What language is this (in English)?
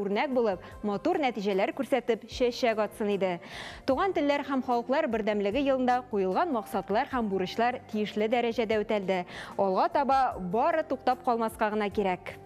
Tatar